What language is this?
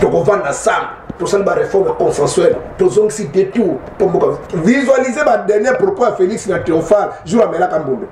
Lingala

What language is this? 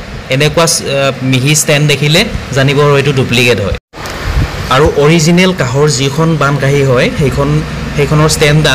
Assamese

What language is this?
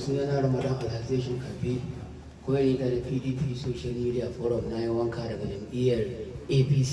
Hausa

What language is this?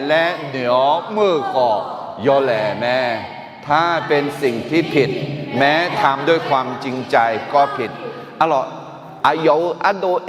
Akha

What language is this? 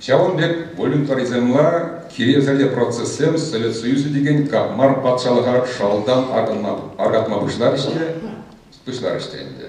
Chuvash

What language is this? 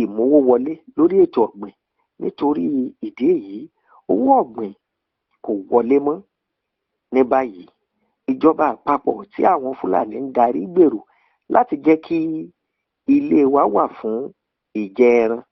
Yoruba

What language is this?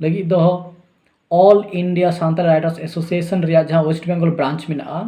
Santali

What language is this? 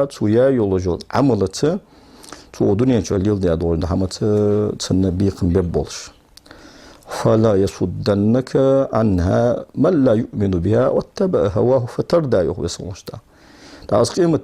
Ingush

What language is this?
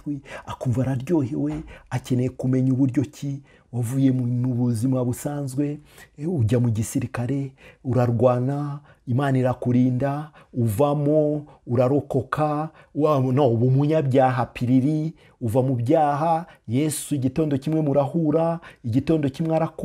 Kinyarwanda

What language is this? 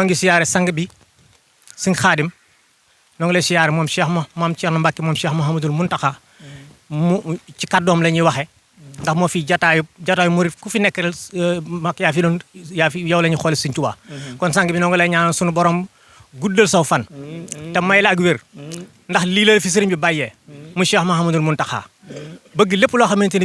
Wolof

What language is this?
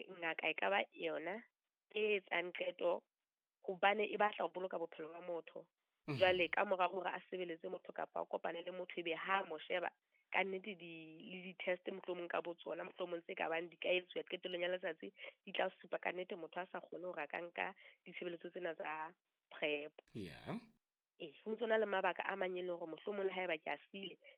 Southern Sotho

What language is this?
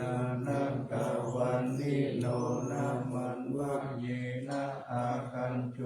Pali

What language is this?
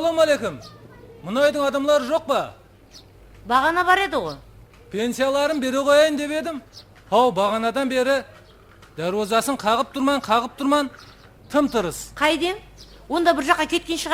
Kara-Kalpak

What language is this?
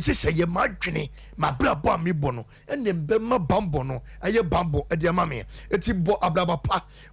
Akan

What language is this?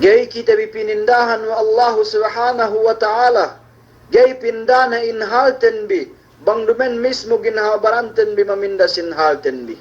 Yakan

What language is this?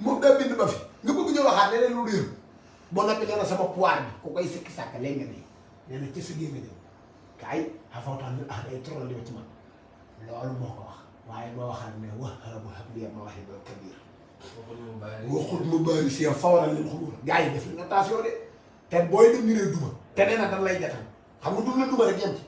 Wolof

